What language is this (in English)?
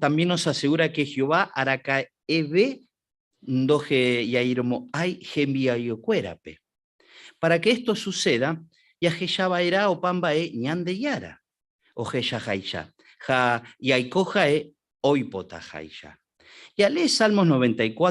Guarani